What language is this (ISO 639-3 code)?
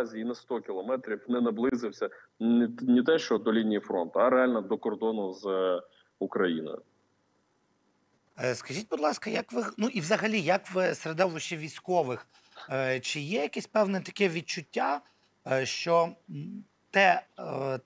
ukr